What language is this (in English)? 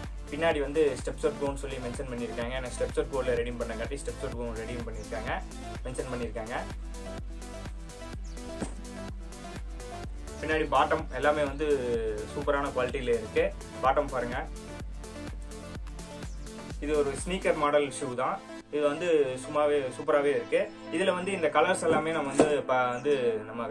Tamil